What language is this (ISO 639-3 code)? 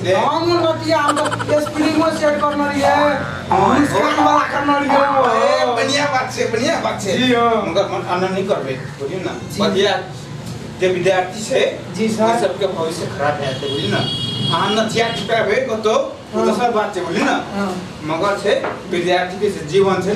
mai